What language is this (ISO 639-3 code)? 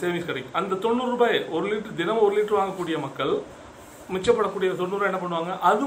tam